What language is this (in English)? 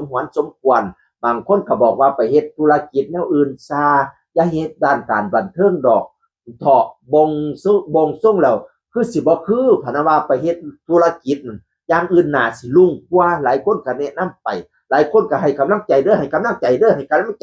Northeastern Thai